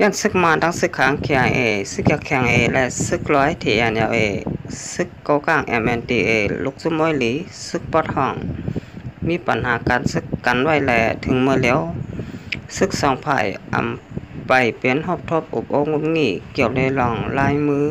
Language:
Shan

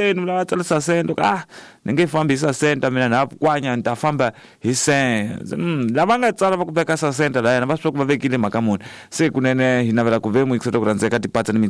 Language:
Tsonga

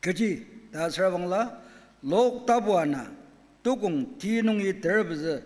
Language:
Ao Naga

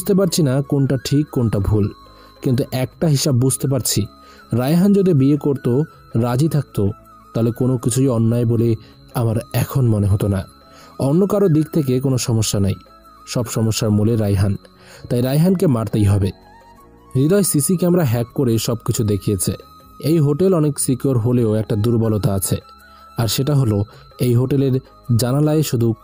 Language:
Bangla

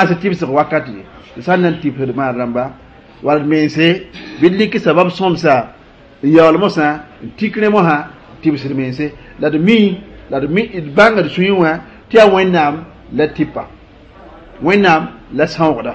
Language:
Mossi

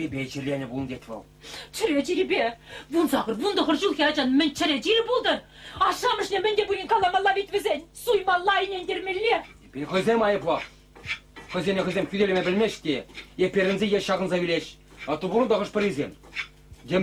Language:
Chuvash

